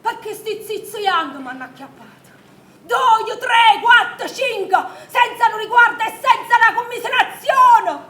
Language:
Neapolitan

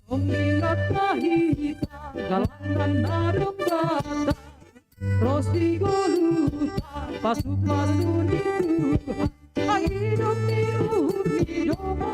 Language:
Batak Simalungun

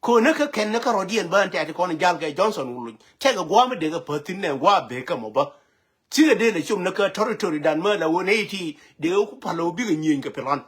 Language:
Nuer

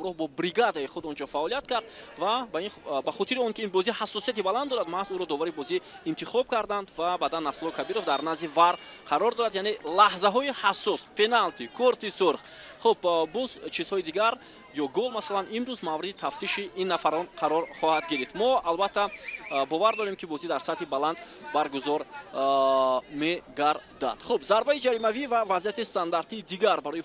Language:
Tajik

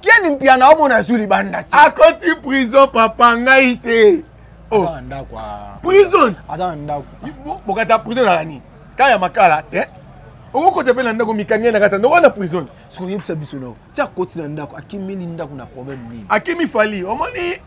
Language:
Lingala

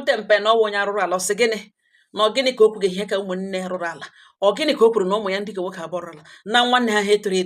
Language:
Igbo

